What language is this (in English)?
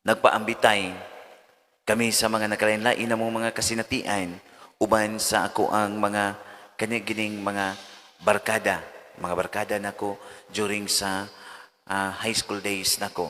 Cebuano